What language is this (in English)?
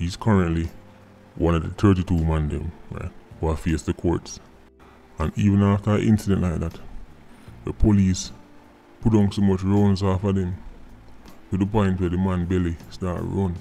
Jamaican Creole English